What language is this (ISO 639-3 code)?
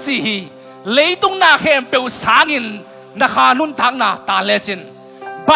ctd